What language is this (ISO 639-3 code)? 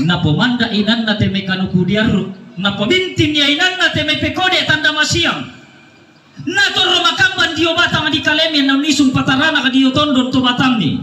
sda